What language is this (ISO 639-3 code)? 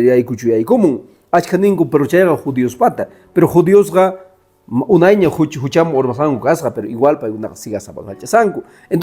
que